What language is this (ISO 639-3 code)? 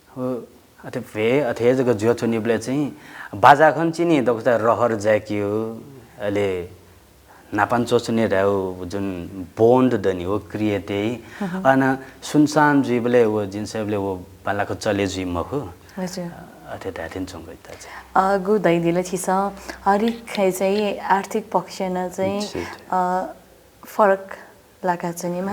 new